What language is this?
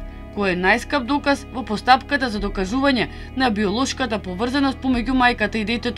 Macedonian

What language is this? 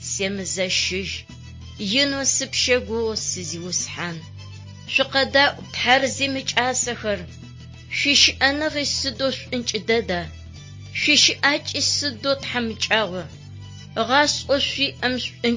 Adyghe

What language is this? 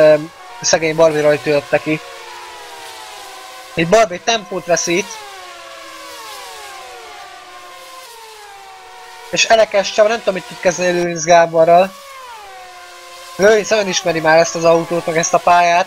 Hungarian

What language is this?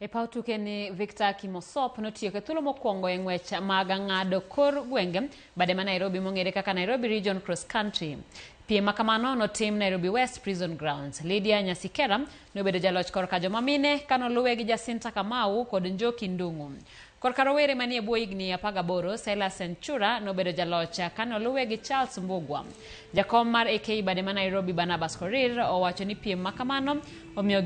Luo (Kenya and Tanzania)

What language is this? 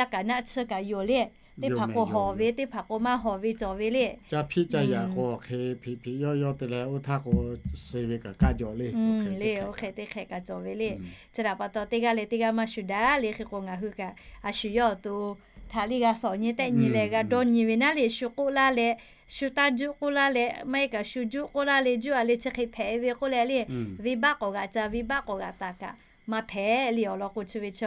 Lahu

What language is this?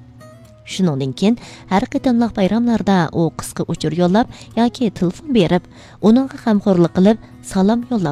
Uyghur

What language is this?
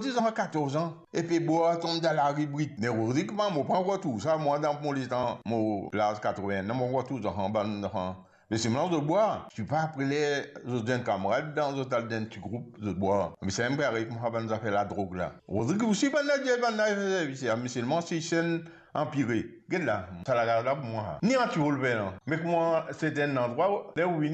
Morisyen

